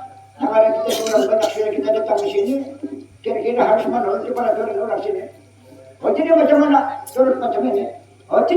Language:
Banjar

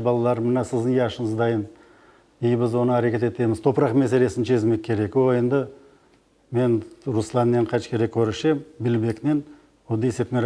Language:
Crimean Tatar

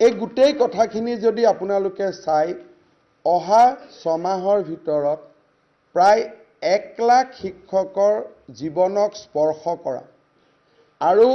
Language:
Assamese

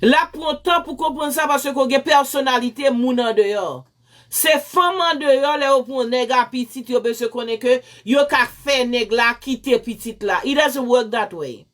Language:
Haitian Creole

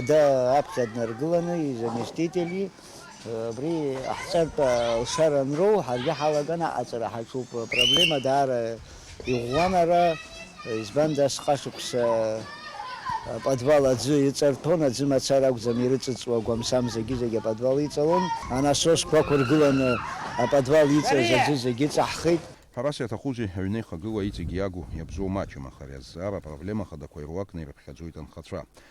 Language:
Abkhazian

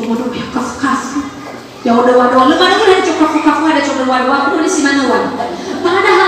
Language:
Nias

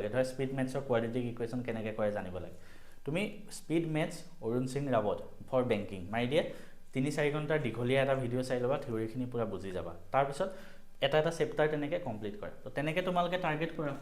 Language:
Assamese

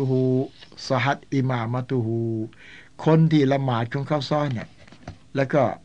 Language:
Thai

